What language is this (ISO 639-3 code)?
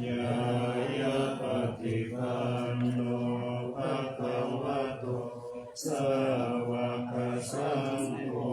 pli